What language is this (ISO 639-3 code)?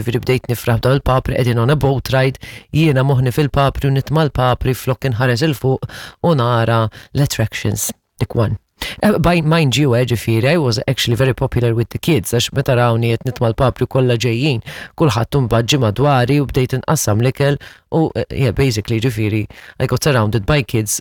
mlt